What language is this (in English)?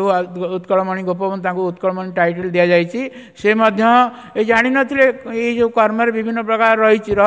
Odia